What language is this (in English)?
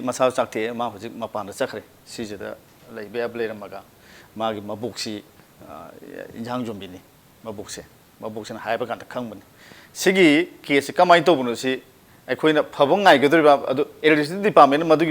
Manipuri